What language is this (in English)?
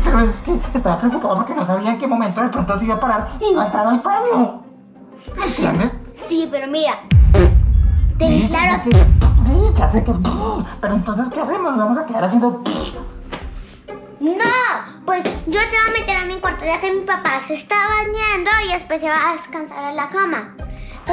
Spanish